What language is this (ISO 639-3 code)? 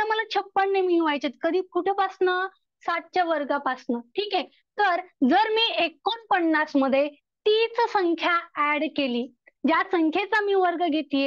mar